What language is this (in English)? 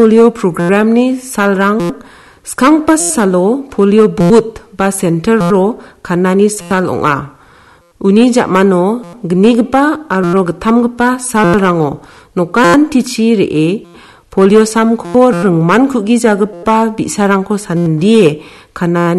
Garo